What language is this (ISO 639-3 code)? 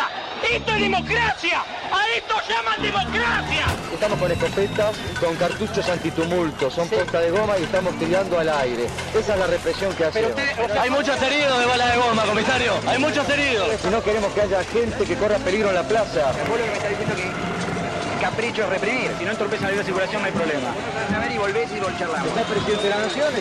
spa